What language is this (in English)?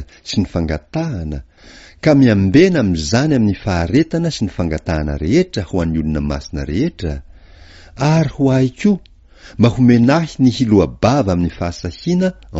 Malagasy